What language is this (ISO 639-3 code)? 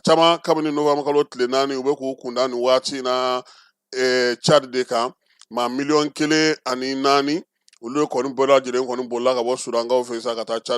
bam